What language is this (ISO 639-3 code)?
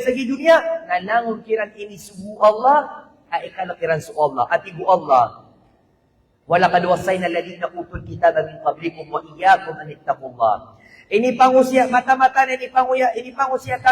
mrw